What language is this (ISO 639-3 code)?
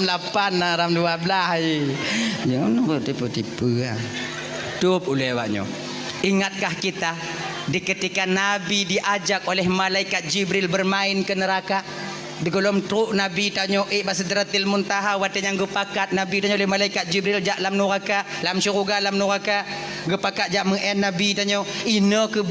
ace